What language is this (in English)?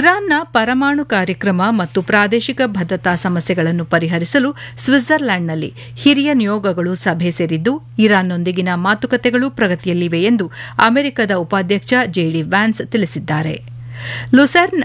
Kannada